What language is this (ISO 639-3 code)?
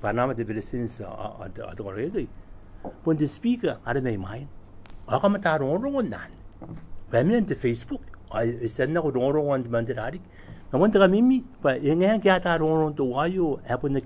gil